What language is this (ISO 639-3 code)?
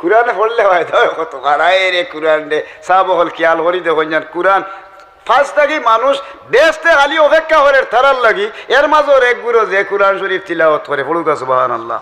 syl